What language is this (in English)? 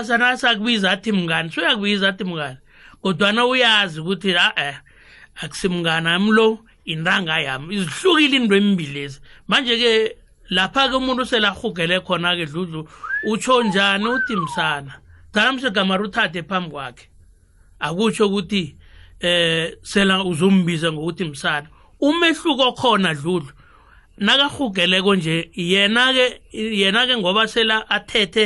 South Ndebele